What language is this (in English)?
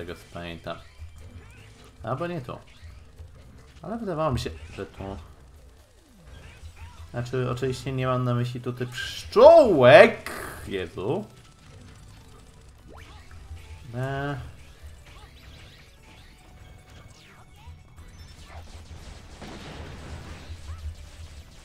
Polish